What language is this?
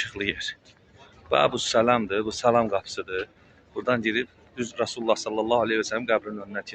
Azerbaijani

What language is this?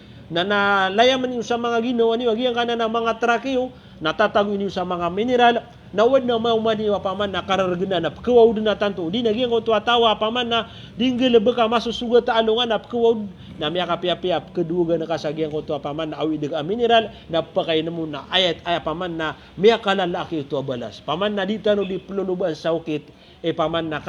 Maranao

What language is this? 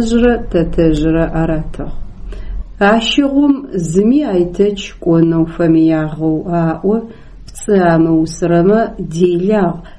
Adyghe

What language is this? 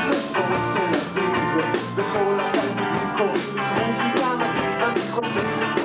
Hebrew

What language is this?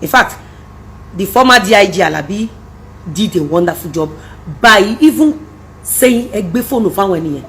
Yoruba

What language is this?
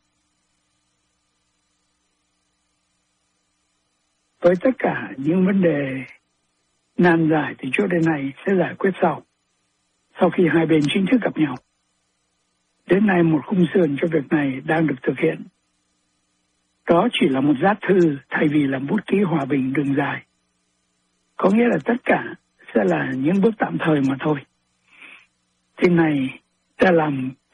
Vietnamese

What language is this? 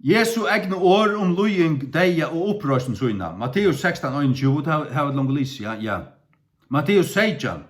Faroese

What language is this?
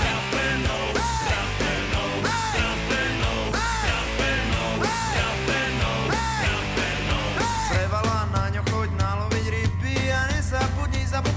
Slovak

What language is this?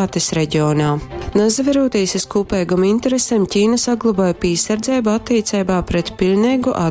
Latgalian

